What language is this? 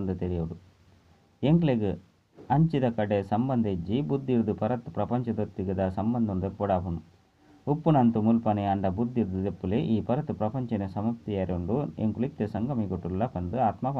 Tulu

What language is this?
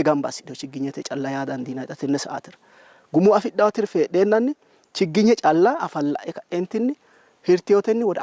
Sidamo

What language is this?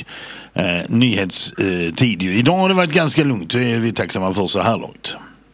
Swedish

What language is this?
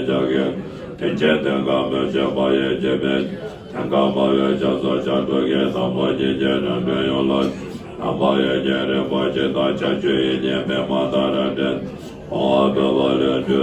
Tibetan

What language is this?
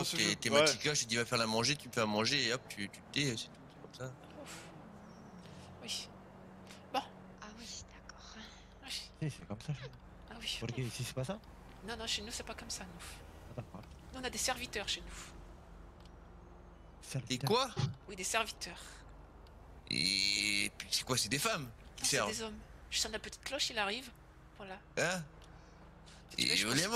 French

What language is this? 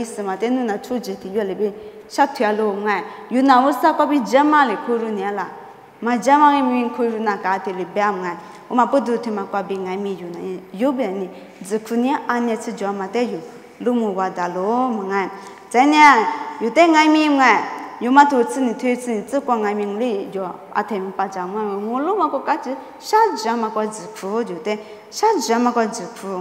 Lisu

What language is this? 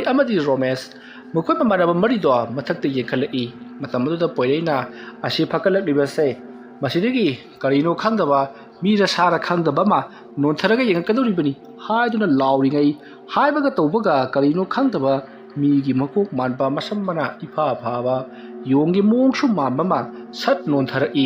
Manipuri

